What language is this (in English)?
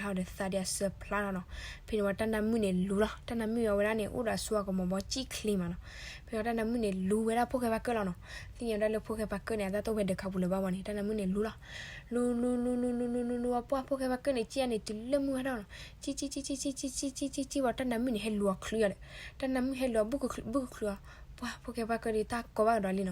S'gaw Karen